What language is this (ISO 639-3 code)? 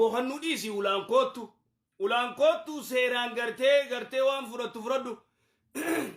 orm